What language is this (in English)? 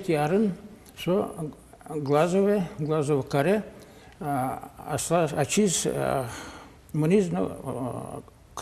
Udmurt